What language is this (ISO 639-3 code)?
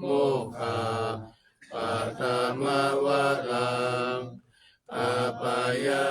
pli